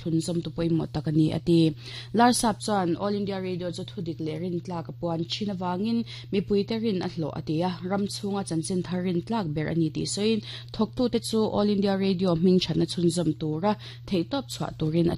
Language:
Mizo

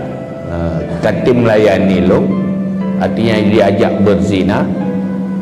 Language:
Achinese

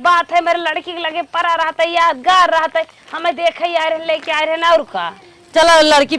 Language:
Awadhi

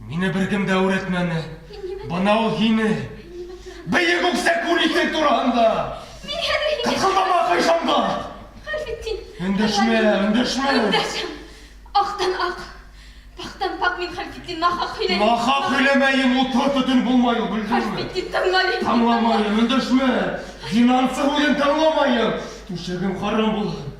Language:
Bashkir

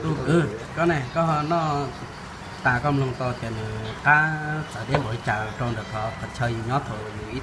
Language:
Hmong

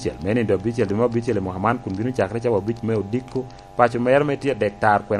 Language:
Lango (Uganda)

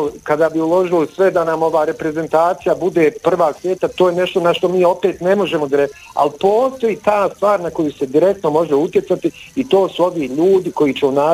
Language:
Bosnian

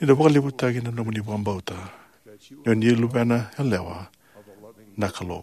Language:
Fijian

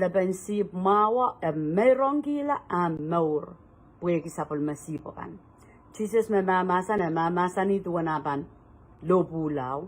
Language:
Pohnpeian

